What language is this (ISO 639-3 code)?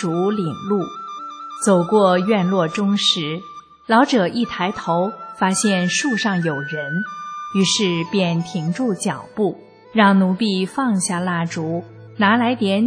zho